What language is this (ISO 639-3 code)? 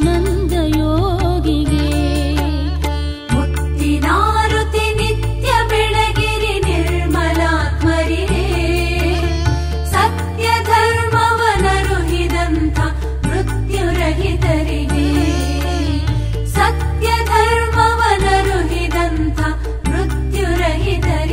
kan